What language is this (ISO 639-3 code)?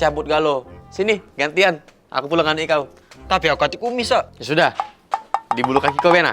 mui